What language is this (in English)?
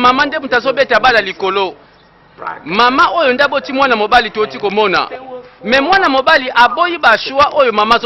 Lingala